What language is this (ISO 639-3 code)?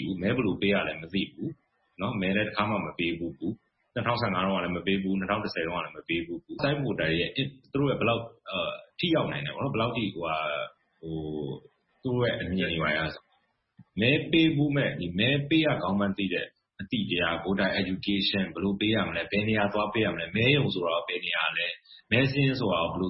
mya